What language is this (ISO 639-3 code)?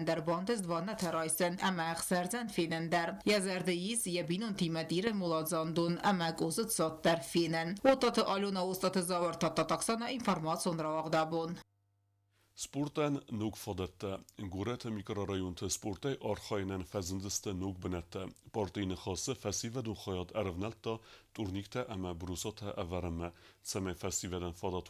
oss